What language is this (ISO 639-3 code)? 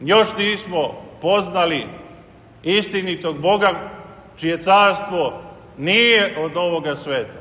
srp